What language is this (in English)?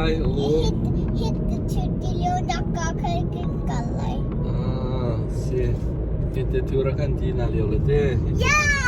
Hakha Chin